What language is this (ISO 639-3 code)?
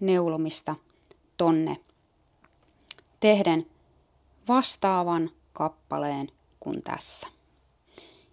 fin